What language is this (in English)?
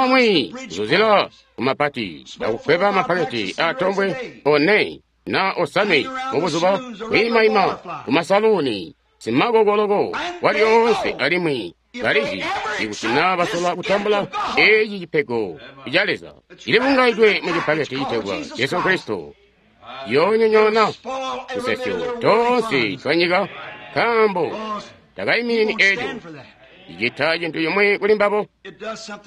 Tonga (Zambia)